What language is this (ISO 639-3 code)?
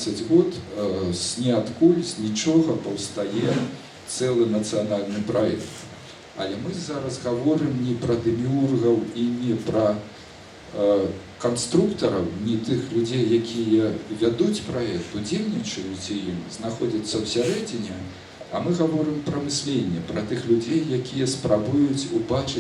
bel